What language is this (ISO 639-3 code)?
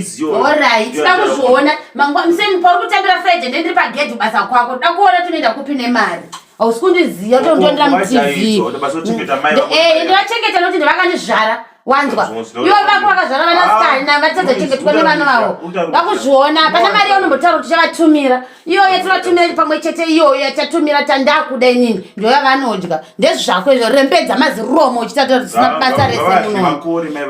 sna